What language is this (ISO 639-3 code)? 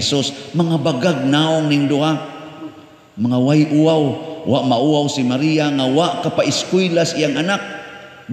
ceb